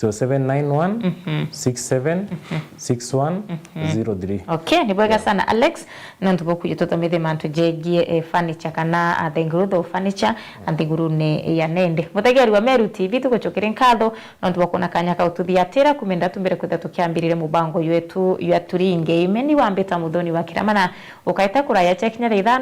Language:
Meru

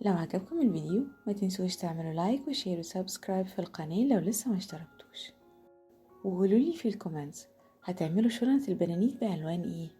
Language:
Egyptian Arabic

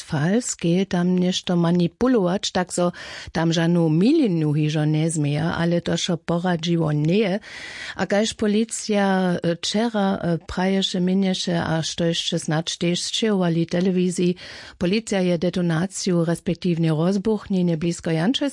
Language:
Upper Sorbian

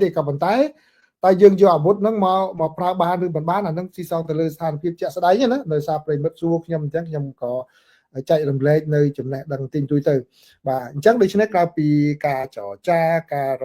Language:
Khmer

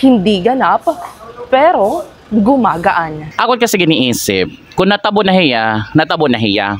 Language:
Waray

